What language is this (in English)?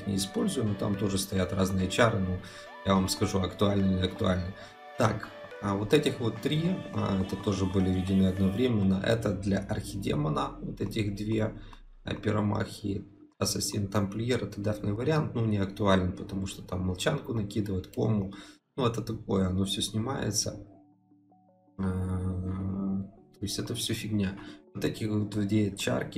Russian